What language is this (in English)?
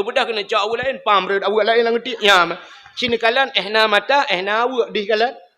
Achinese